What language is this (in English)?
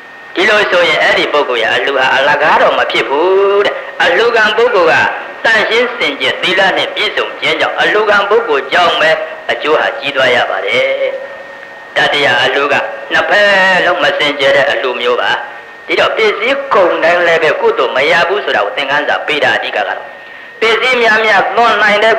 Burmese